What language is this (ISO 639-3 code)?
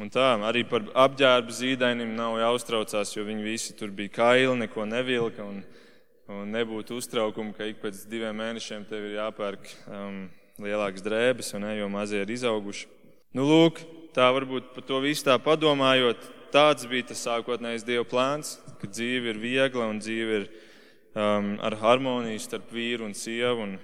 lav